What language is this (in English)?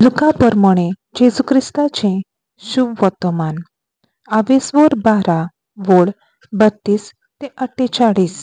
Konkani